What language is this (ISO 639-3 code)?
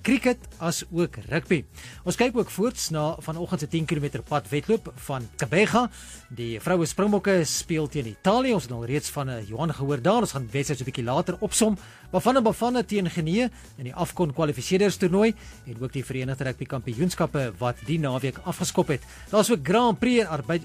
afr